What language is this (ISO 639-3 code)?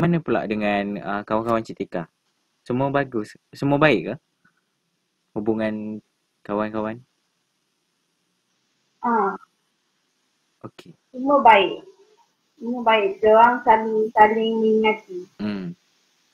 msa